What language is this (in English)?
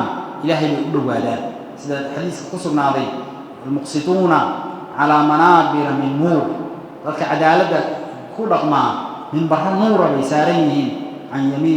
Somali